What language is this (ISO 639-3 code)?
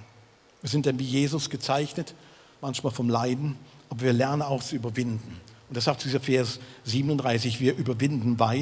gsw